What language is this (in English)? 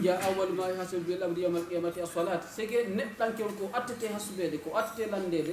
Fula